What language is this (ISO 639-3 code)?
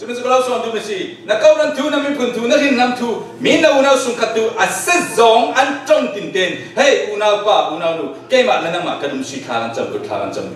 cfm